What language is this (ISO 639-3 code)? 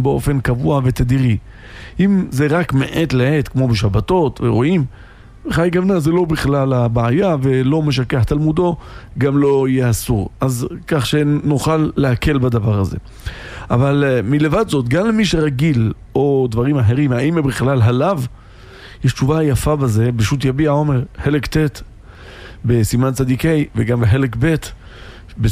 heb